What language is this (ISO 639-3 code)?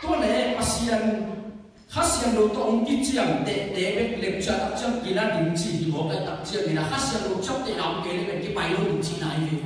ctd